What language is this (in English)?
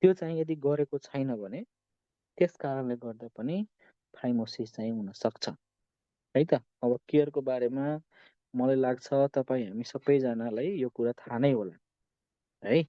Nepali